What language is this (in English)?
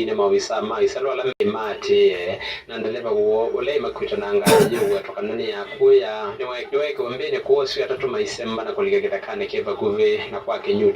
Kamba